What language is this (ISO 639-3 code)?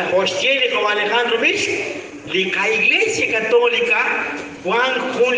kek